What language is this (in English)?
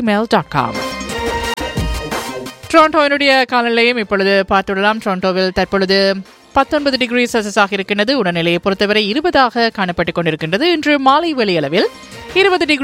Tamil